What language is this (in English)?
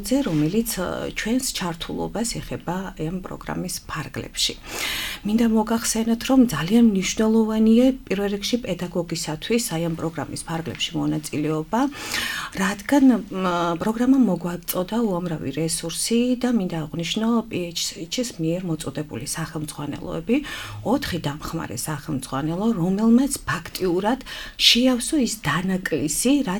Georgian